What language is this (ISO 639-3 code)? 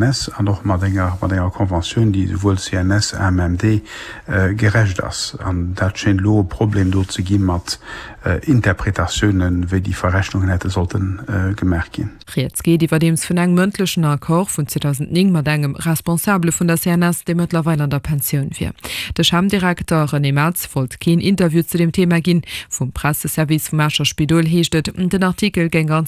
ltz